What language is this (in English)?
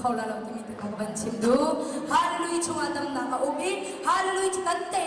Hakha Chin